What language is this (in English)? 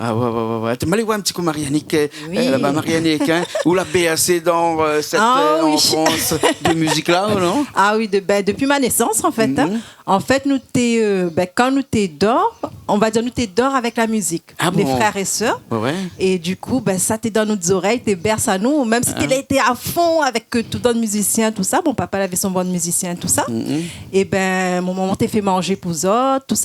Réunion Creole French